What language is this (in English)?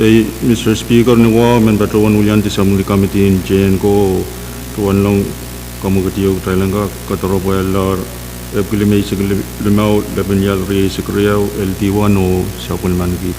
Pohnpeian